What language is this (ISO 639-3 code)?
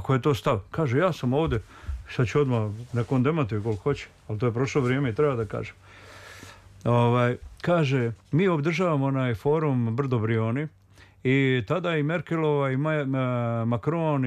srp